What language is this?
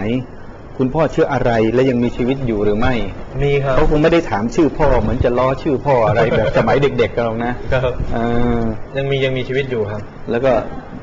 Thai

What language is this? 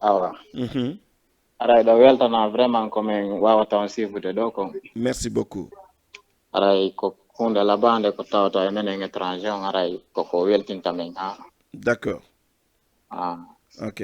Fula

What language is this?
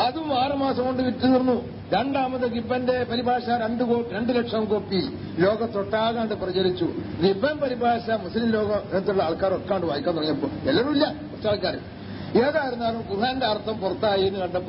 Malayalam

